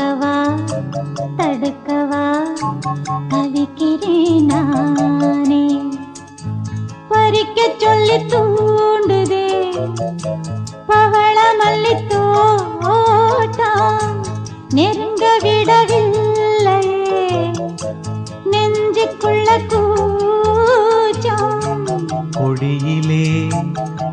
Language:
Tamil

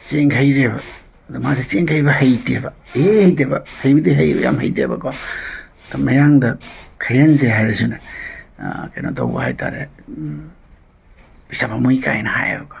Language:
Manipuri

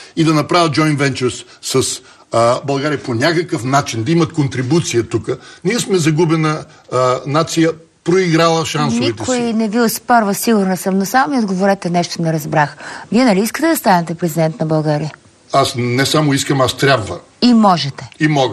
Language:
Bulgarian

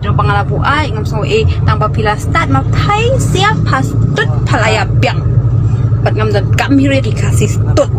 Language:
Khasi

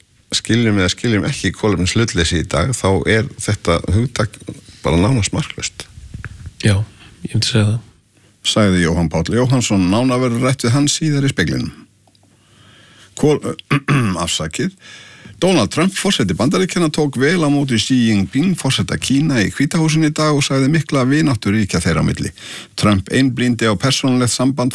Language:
Icelandic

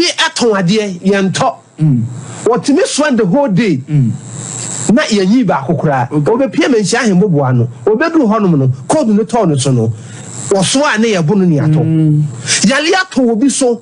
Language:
Akan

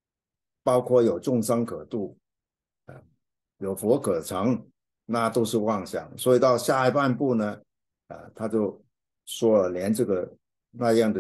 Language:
Chinese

